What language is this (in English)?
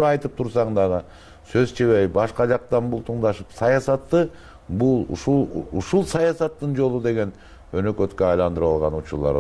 Kyrgyz